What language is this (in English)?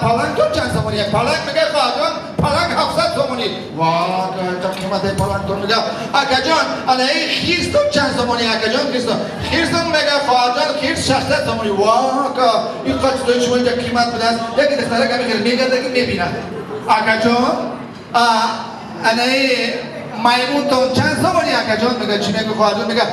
Tajik